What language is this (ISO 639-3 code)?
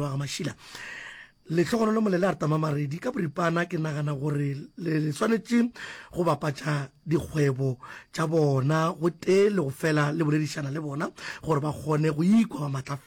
nso